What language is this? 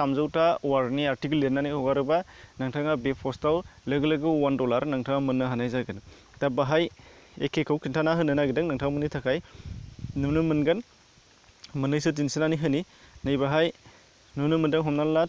Bodo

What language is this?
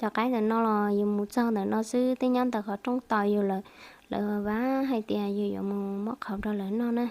Hmong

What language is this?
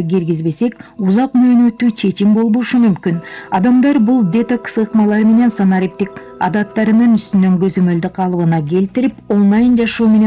Kyrgyz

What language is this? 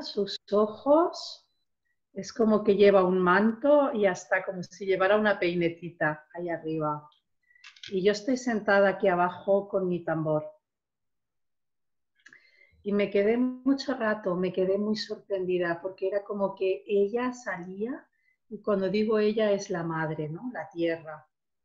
Spanish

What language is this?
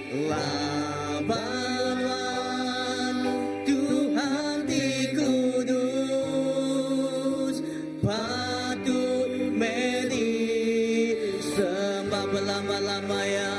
Iban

